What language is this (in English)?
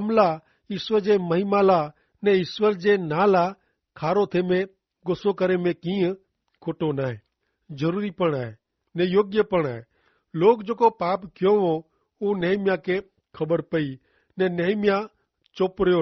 Kachhi